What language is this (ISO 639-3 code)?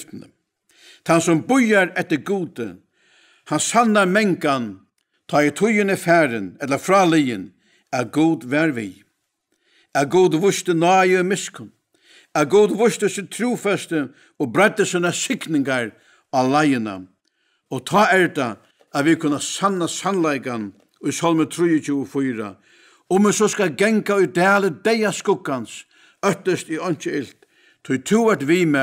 fao